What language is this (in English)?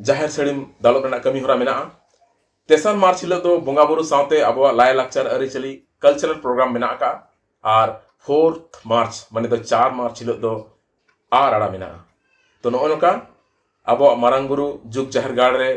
Santali